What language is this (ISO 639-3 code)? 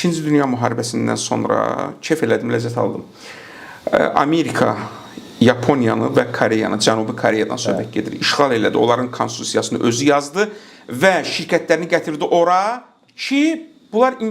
aze